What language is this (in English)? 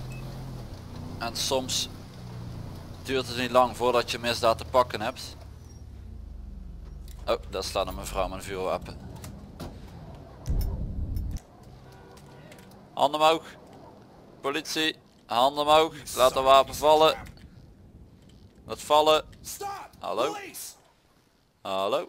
Dutch